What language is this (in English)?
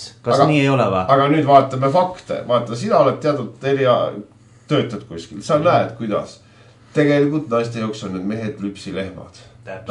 Estonian